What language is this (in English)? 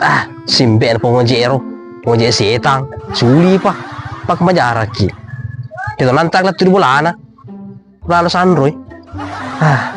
Buginese